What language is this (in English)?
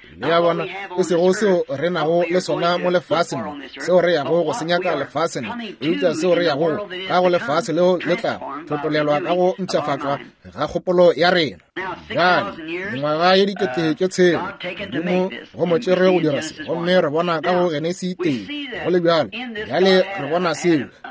Northern Sotho